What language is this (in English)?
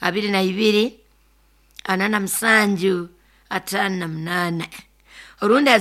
Nyoro